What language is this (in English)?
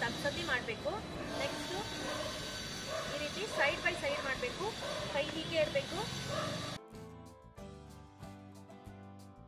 Kannada